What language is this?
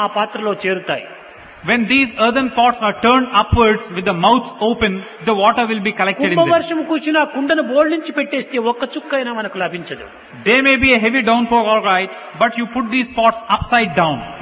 Telugu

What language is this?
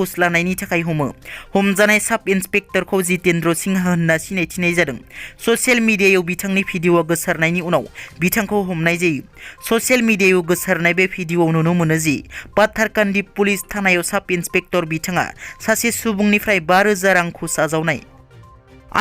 Bodo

